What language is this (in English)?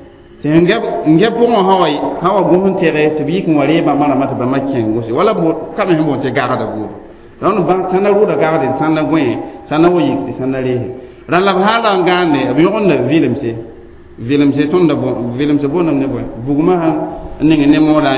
Mossi